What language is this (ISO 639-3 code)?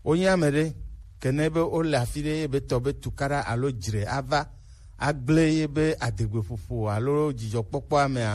gej